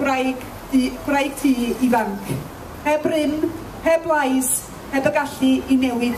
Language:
Welsh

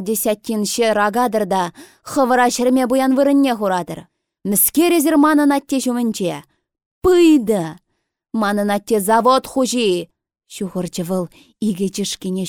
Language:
Chuvash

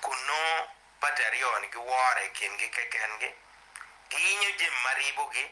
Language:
Acoli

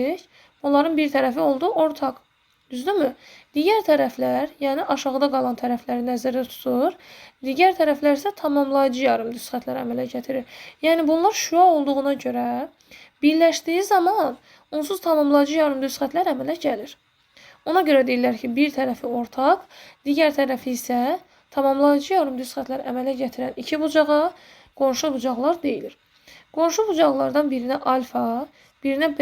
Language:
Azerbaijani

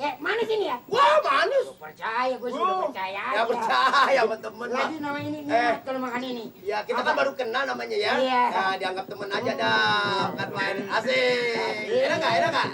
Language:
Betawi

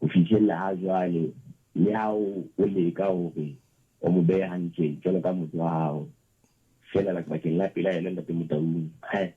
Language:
Southern Sotho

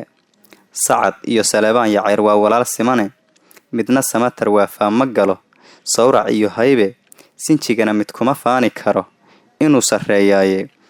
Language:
Somali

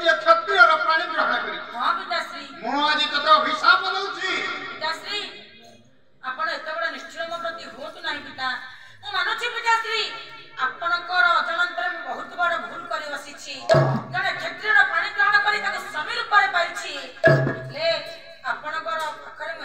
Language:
Odia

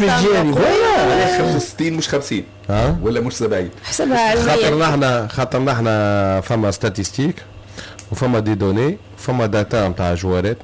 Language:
Tunisian Arabic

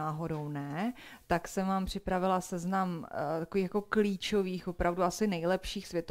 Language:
Czech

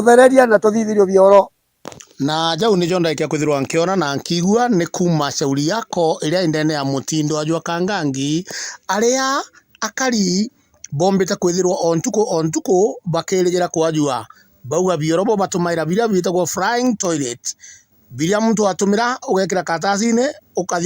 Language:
Meru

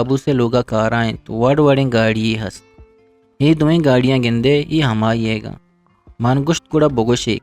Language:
Eastern Balochi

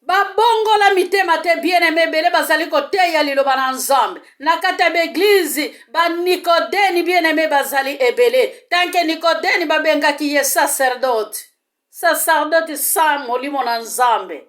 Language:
Lingala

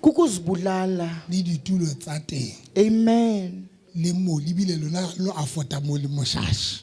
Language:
Southern Sotho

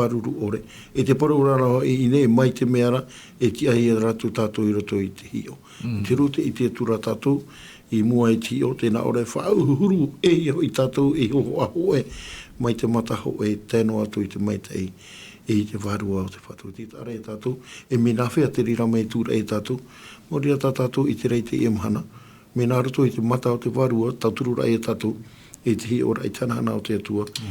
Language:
Tahitian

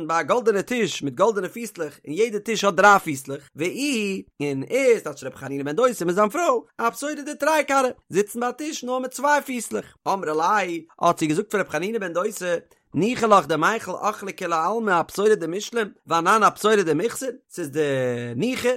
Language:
Yiddish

